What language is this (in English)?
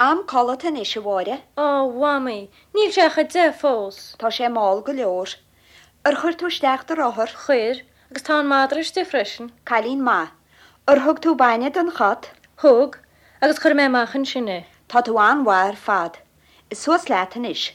Irish